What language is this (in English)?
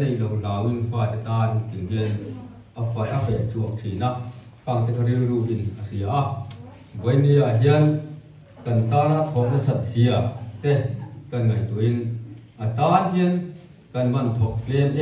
Mizo